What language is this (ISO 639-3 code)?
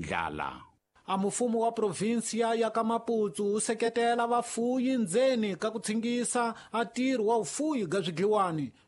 tso